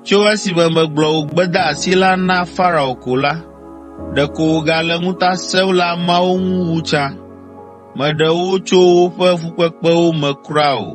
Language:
Ewe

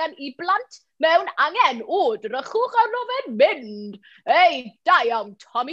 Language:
Welsh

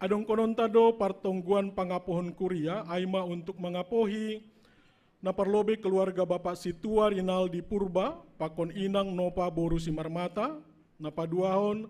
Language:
Batak Simalungun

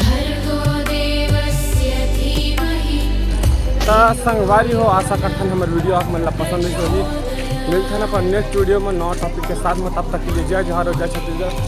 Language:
Chhattisgarhi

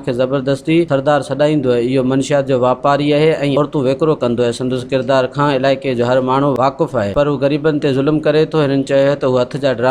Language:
Sindhi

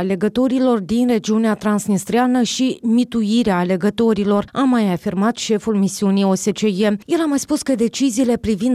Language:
Romanian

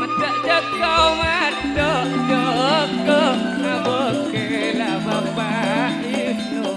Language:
Madurese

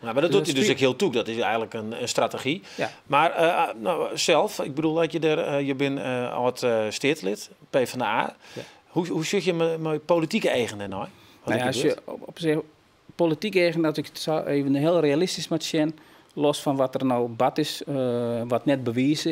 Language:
Western Frisian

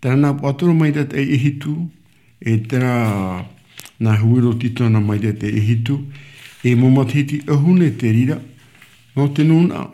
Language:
Tahitian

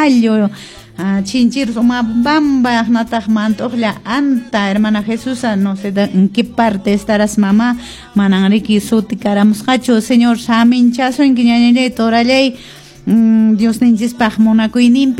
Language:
Quechua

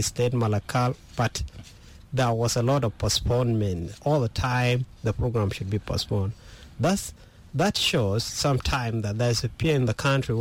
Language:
English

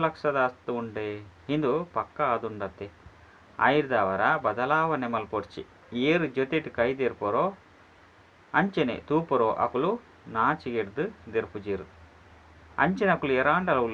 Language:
Tulu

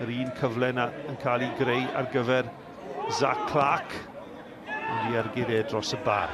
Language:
Welsh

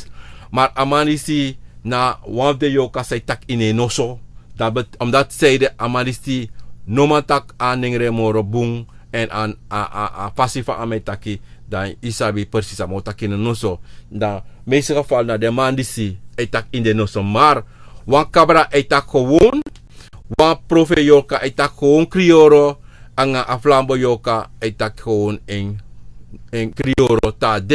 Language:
Sranan Tongo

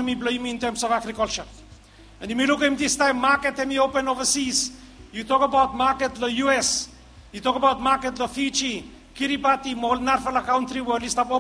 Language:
Bislama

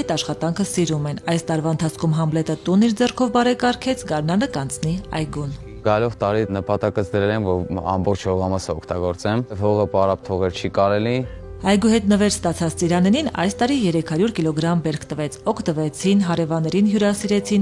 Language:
Armenian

